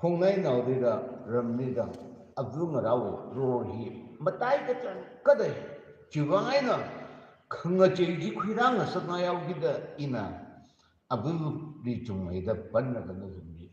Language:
Tangkhul Naga (India)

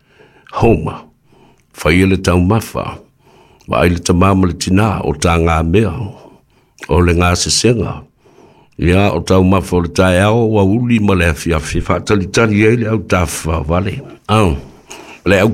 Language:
Samoan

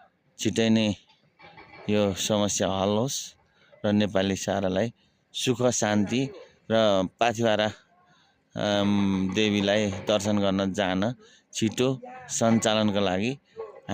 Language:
Nepali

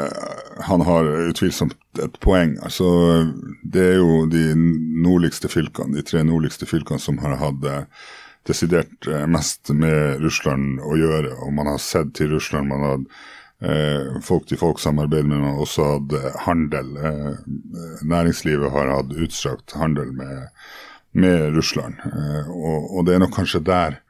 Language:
Norwegian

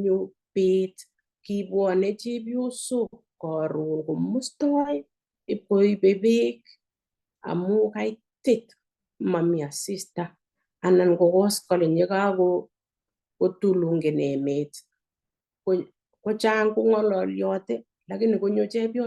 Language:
Kalenjin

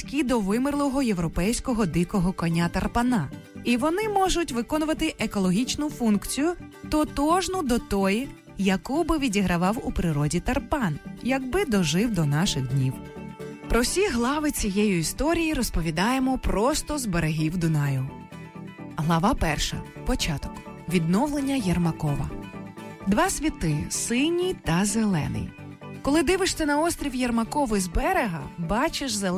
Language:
Ukrainian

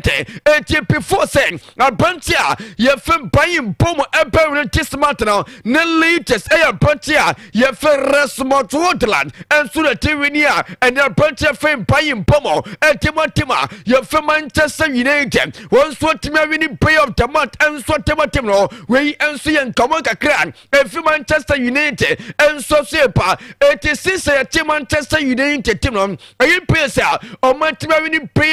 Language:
Akan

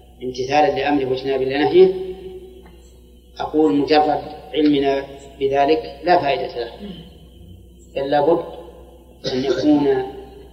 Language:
Arabic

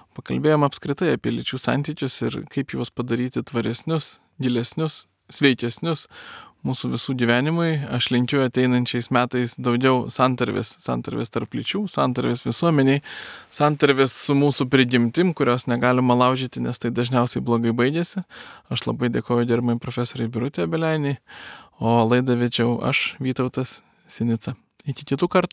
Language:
Lithuanian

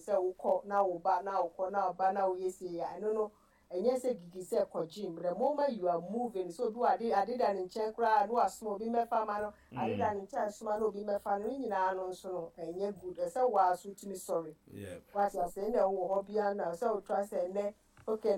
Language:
Akan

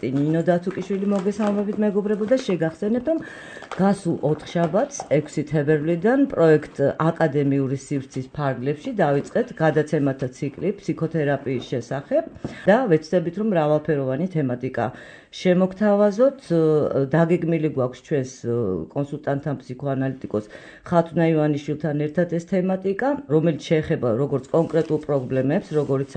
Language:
Georgian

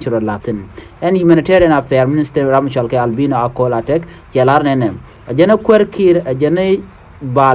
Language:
Nuer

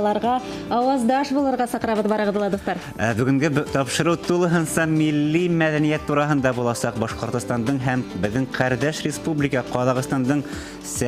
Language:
Bashkir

